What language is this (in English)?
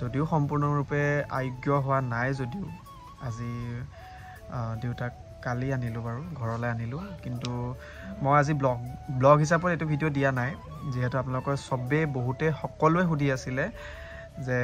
Assamese